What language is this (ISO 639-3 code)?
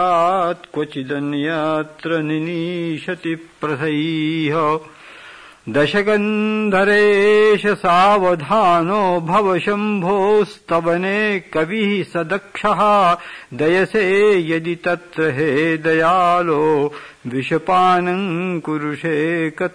san